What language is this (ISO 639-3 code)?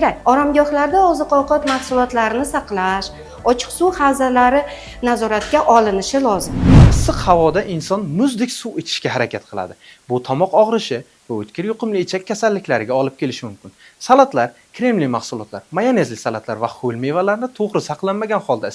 uzb